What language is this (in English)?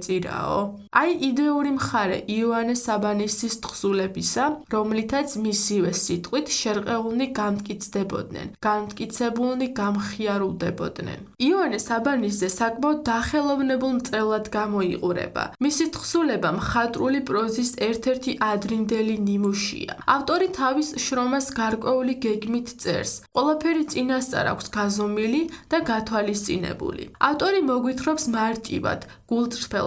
Georgian